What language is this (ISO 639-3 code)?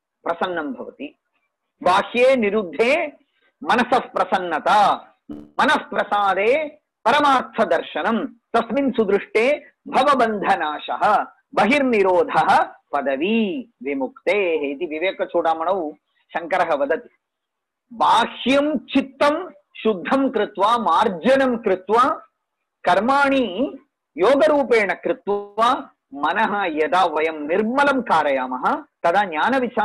san